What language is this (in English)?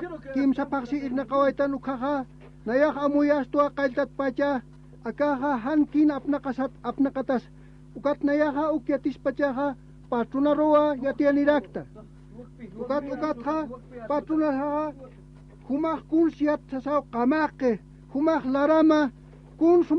Aymara